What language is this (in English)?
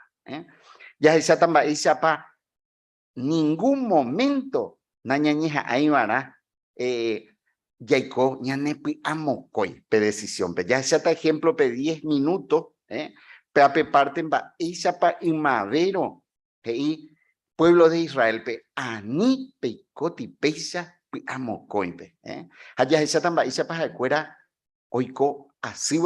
Guarani